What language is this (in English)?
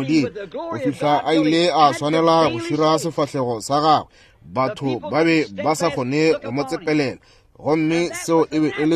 Northern Sotho